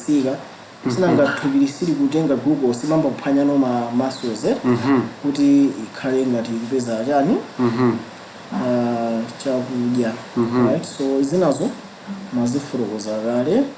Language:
Nyanja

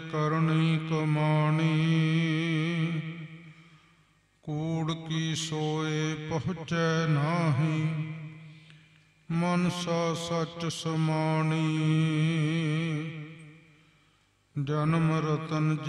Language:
Punjabi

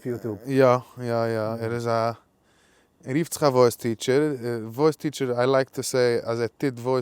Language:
Yiddish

